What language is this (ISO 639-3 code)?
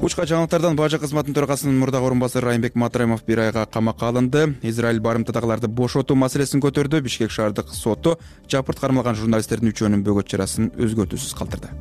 kir